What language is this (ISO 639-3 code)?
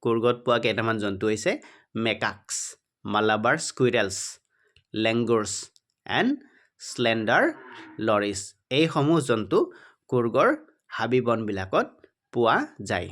asm